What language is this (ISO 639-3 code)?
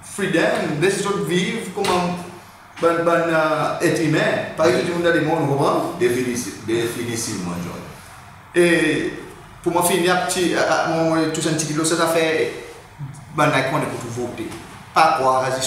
crs